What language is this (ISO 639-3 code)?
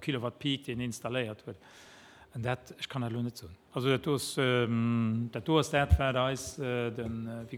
ltz